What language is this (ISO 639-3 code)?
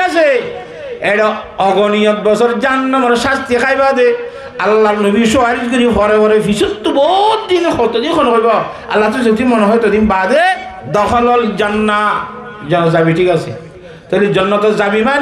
rhg